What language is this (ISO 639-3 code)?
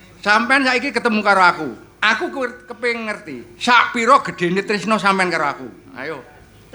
jav